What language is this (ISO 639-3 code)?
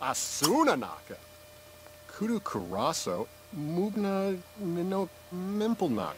bar